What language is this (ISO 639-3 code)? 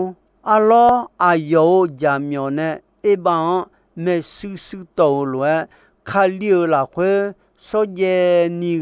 ahk